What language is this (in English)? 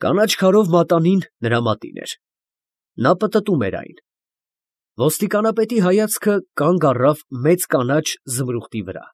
Armenian